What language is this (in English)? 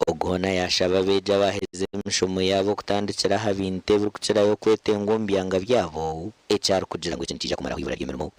Nyankole